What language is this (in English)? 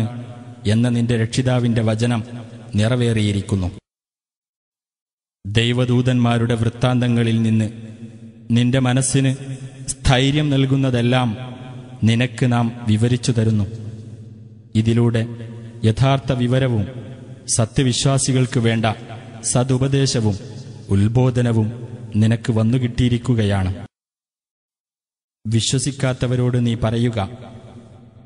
Malayalam